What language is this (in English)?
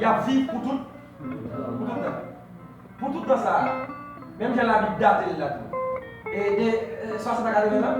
Haitian Creole